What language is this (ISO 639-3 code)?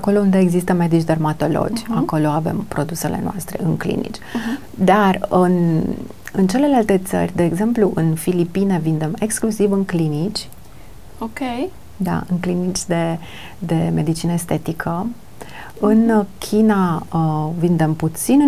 ron